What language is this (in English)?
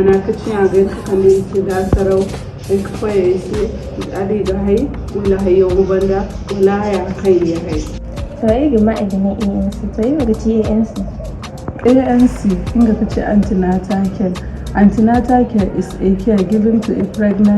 Zarma